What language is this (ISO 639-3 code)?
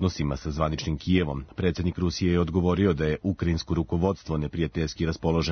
srp